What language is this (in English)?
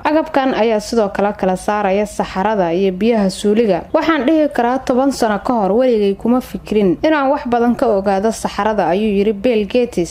Somali